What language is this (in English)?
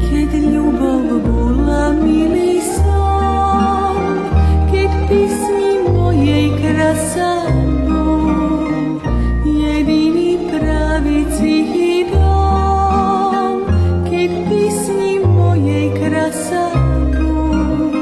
Rusyn